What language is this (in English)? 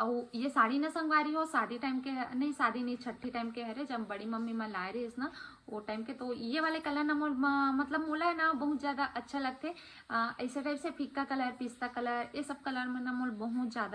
Chhattisgarhi